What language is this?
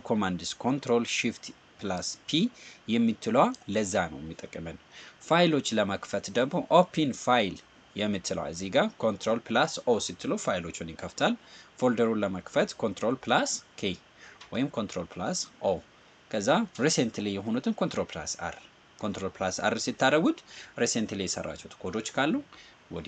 Amharic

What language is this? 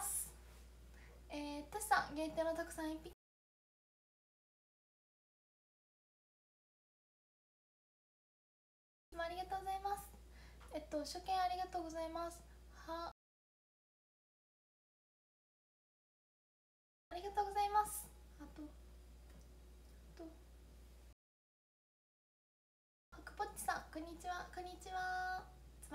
Japanese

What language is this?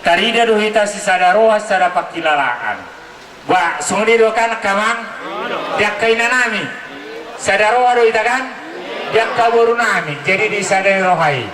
Batak Toba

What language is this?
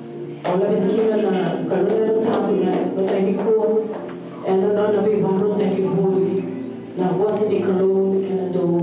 Fijian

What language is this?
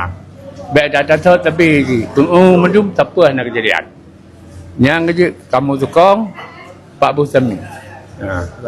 Achinese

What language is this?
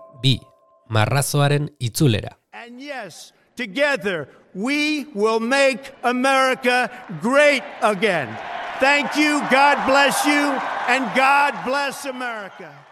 Basque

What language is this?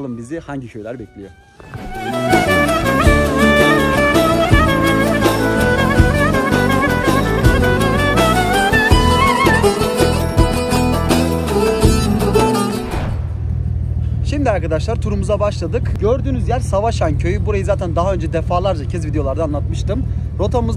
Turkish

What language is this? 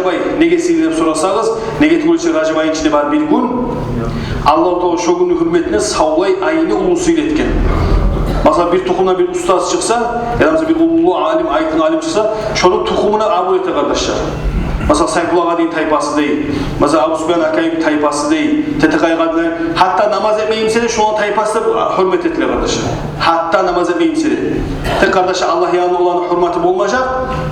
Kumyk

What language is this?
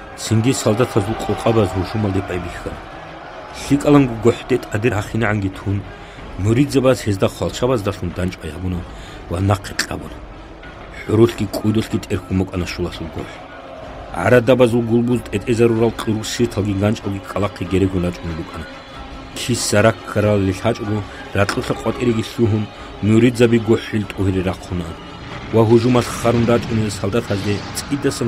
Avaric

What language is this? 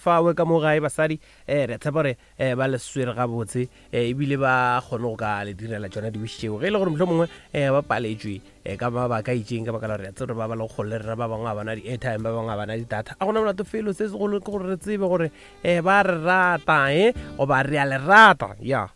Northern Sotho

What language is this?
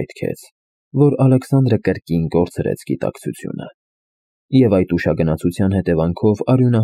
Armenian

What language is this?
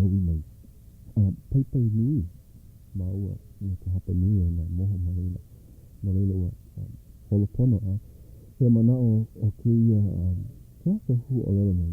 Hawaiian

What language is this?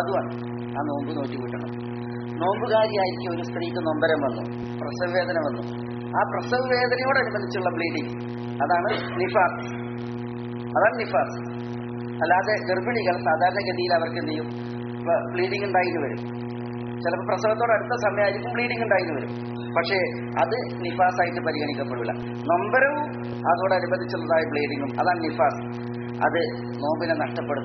Malayalam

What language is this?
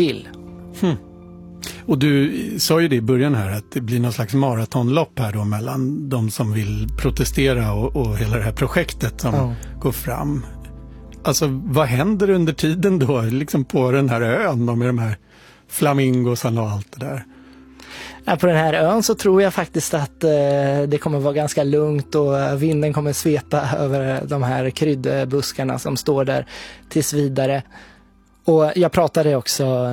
Swedish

